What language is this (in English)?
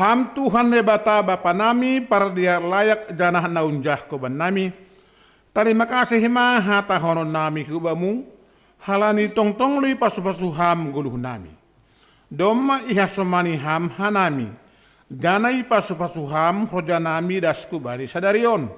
Batak Simalungun